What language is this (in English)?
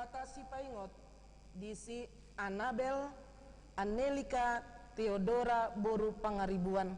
Batak Toba